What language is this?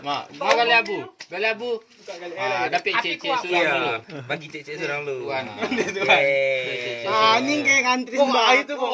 Minangkabau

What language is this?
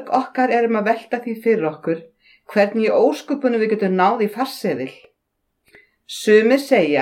Icelandic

